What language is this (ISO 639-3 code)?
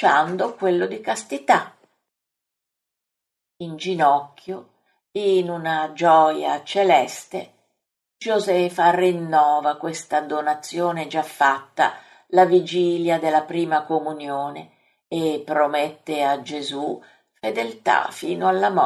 ita